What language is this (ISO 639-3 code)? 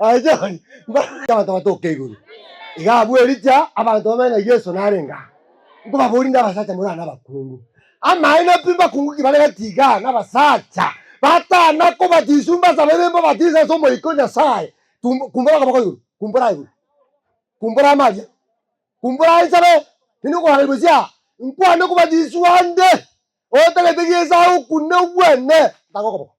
guz